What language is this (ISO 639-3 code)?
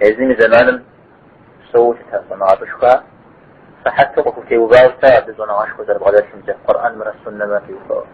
kbd